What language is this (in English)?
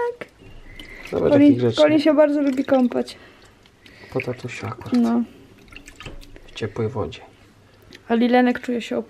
Polish